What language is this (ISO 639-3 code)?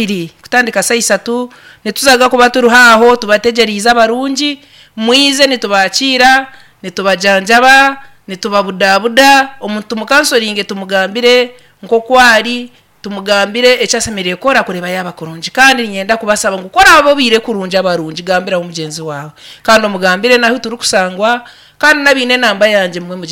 nyn